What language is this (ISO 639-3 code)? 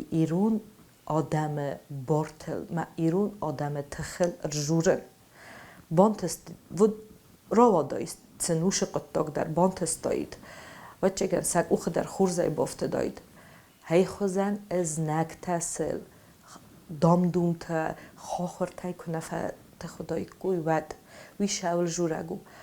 oss